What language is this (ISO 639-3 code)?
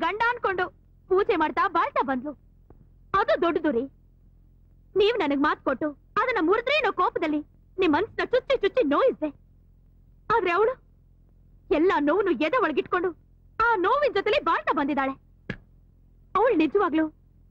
kan